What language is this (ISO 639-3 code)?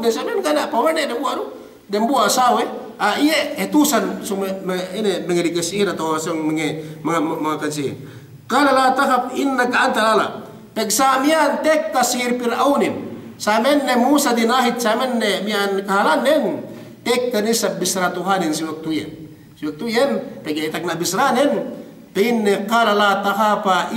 yka